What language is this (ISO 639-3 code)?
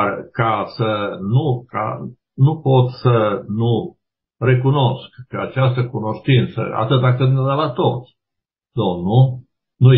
ron